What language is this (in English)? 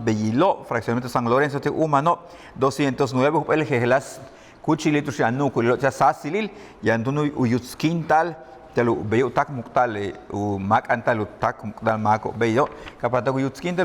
Yucateco